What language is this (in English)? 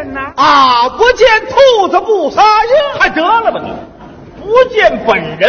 Chinese